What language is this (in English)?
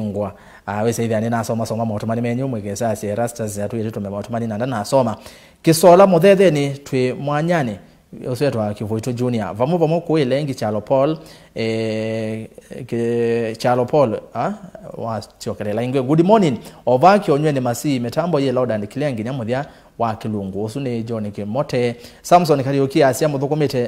Kamba